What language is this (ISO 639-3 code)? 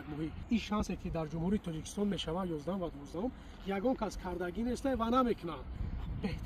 tgk